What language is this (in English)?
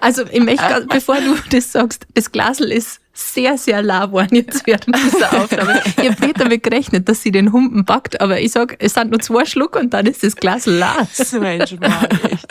Bavarian